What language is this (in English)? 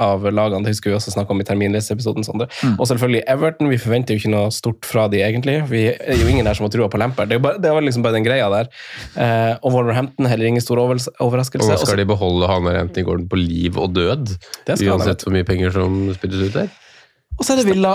Norwegian